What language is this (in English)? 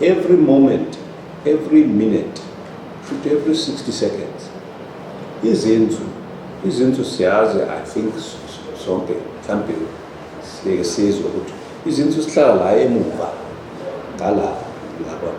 Zulu